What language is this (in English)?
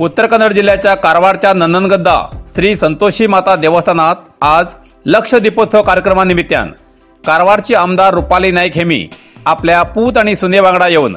Konkani